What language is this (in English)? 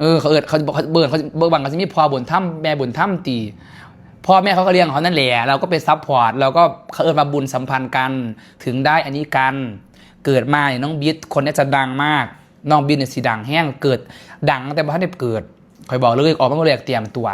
Northeastern Thai